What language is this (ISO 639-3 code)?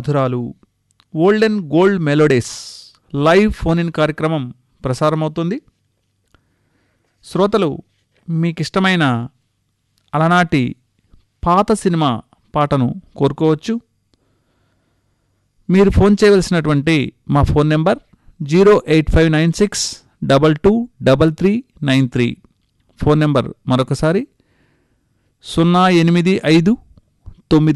tel